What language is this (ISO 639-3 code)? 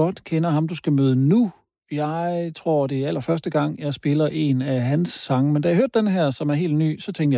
dan